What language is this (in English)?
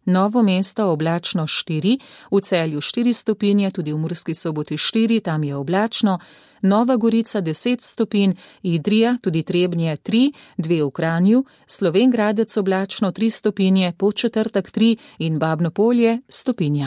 Slovenian